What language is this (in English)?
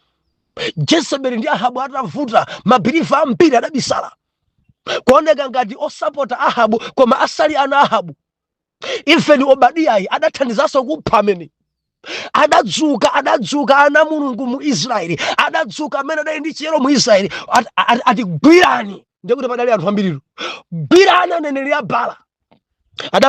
Nyanja